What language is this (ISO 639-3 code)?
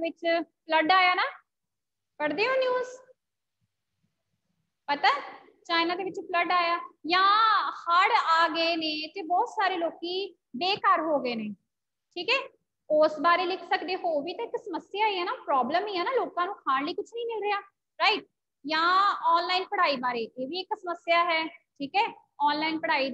pan